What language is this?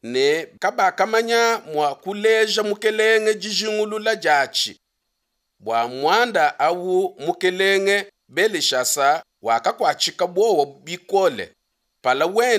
Luba-Lulua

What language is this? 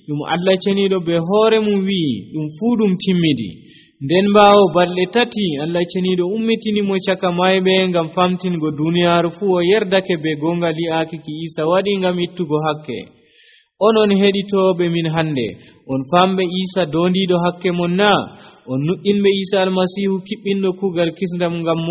Nigerian Fulfulde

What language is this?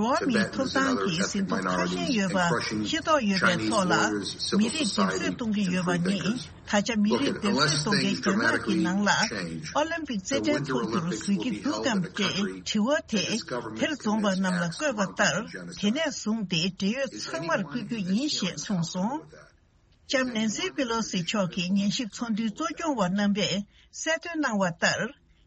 Tibetan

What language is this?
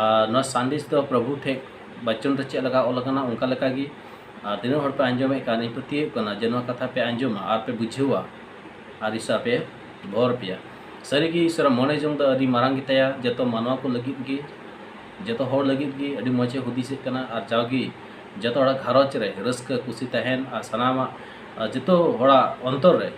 Santali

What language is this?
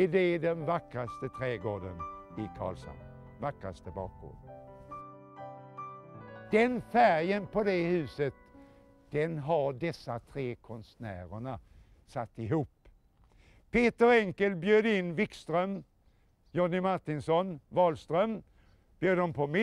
Swedish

